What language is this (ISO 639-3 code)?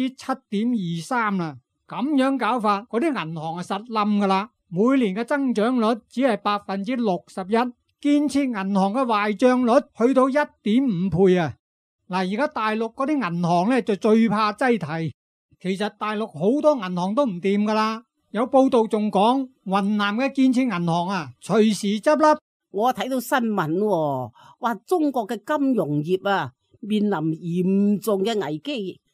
yue